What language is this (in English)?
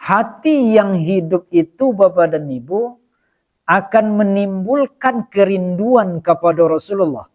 Minangkabau